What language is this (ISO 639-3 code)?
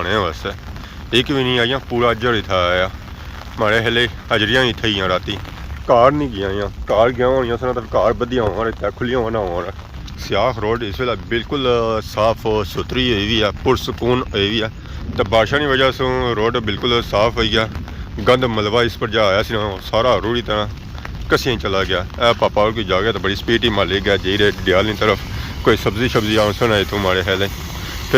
phr